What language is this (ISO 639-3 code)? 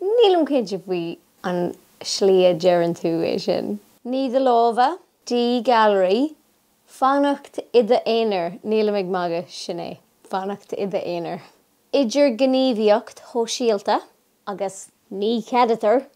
gle